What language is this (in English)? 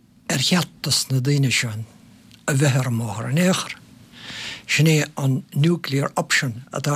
Irish